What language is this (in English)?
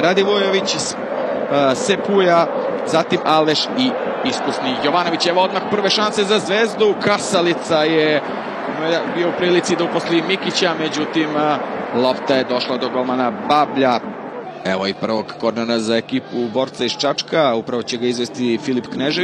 Serbian